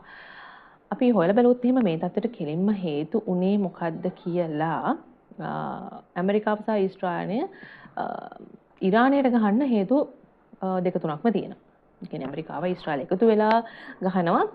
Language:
Sinhala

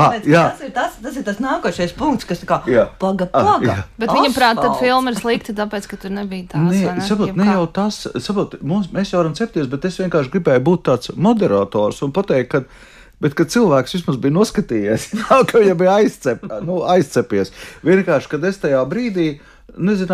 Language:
Latvian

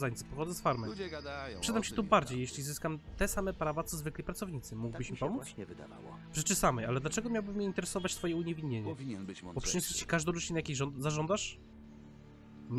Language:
Polish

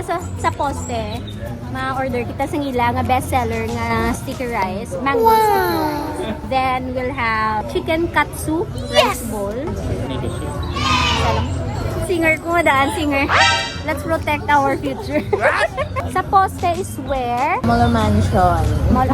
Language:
Hiligaynon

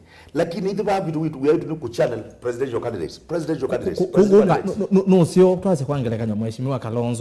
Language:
Kamba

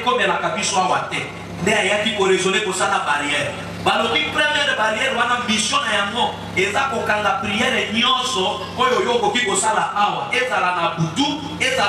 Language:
Lingala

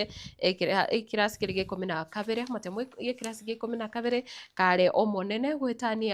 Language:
Gusii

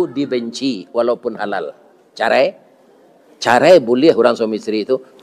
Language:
Minangkabau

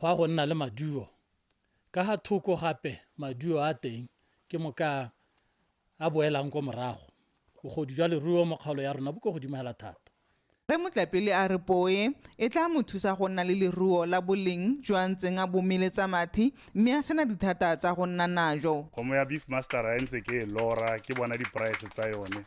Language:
Tswana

